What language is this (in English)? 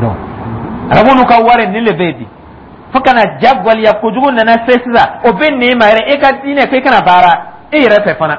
Dyula